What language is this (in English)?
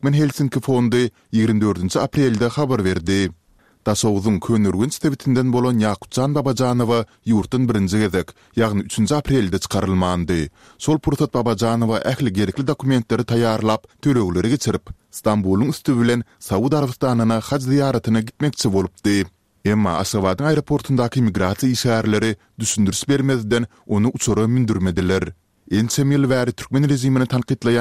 Turkmen